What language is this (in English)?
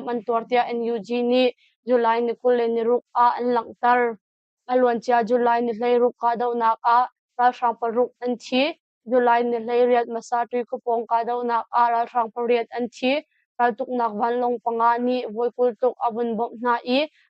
Hakha Chin